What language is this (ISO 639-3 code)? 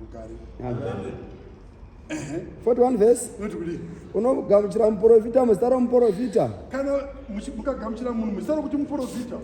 sna